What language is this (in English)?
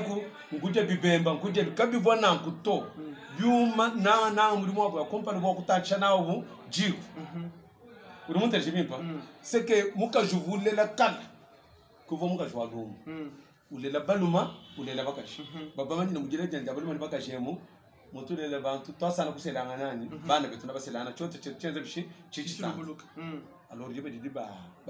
Luba-Lulua